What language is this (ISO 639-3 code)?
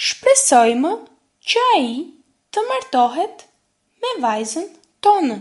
sqi